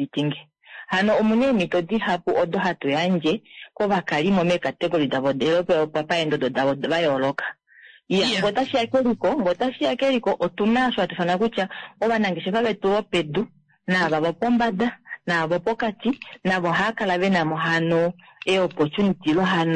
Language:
Kuanyama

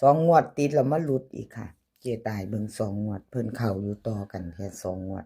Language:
Lao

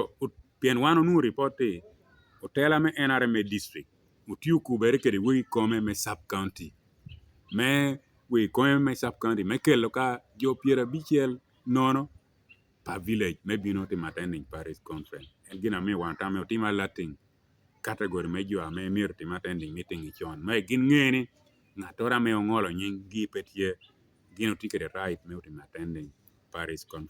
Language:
Lango (Uganda)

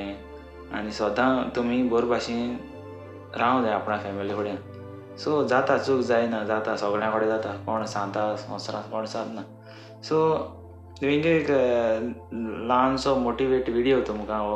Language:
Konkani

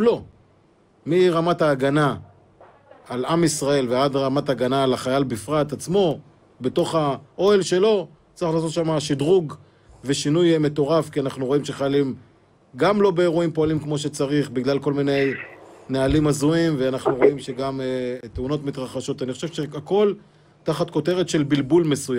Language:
Hebrew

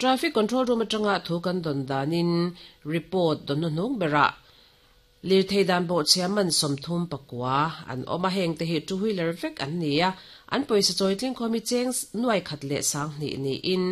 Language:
Mizo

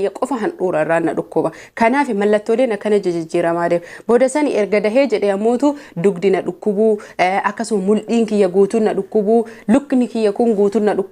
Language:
Oromo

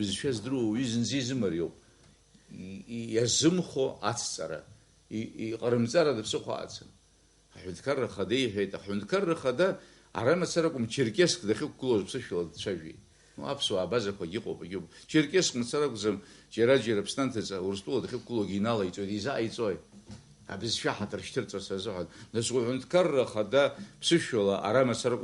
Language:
Abkhazian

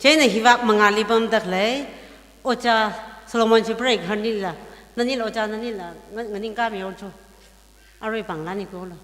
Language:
Tangkhul Naga (India)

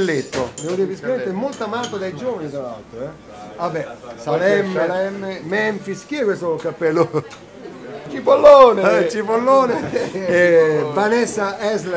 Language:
Italian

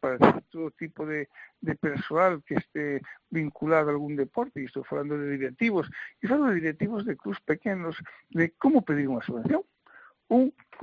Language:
Galician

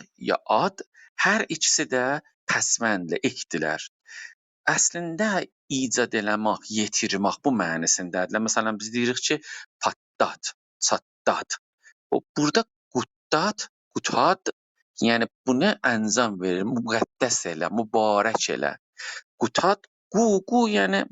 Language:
South Azerbaijani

